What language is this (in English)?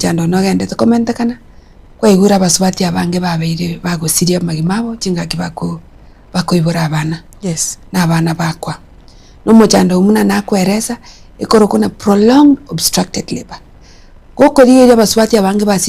Gusii